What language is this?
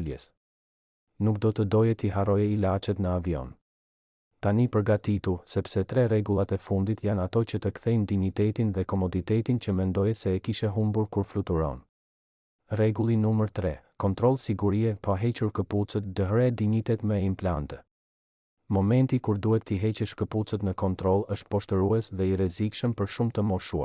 Albanian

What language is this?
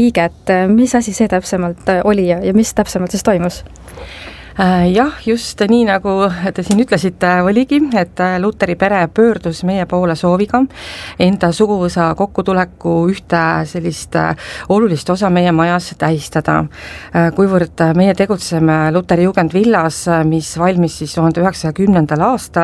Estonian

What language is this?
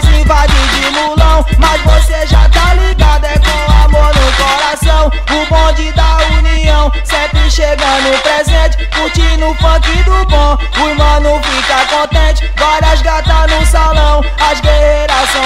Portuguese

